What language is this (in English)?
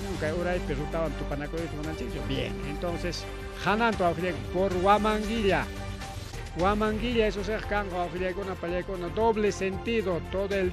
Ayacucho Quechua